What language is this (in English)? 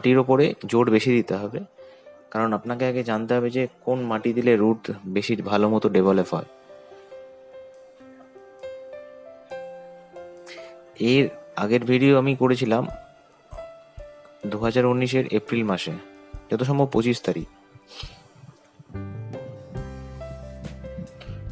Bangla